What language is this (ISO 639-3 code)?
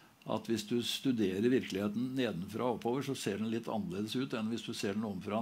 nor